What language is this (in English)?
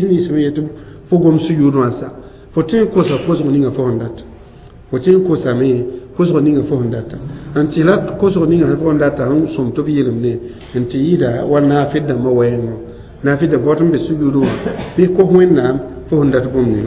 Mossi